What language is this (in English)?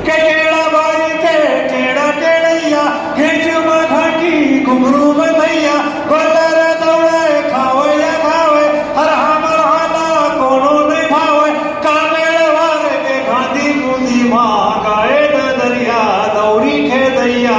Chhattisgarhi